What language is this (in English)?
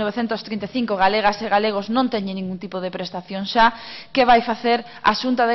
Galician